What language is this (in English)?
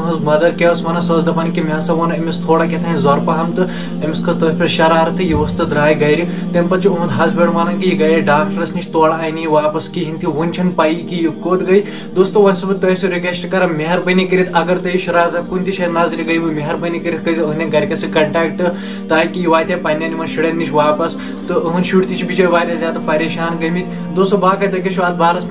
Kashmiri